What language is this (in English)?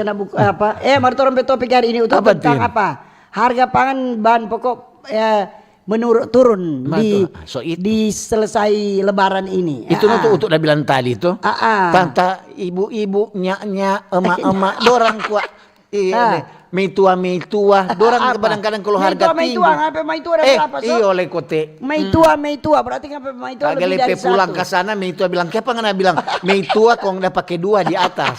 Manado Malay